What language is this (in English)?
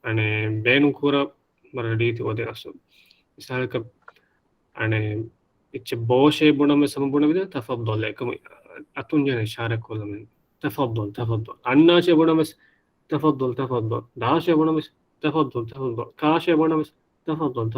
Divehi